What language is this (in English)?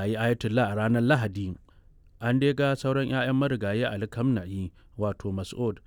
Hausa